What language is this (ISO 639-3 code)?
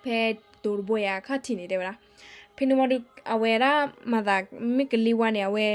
ksw